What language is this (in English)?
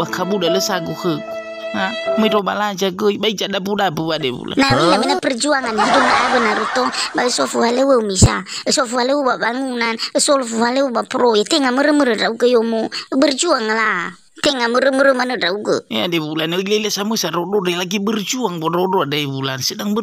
Nias